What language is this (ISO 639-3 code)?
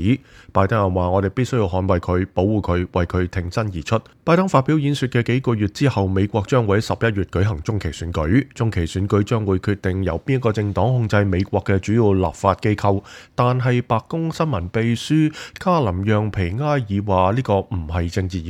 yue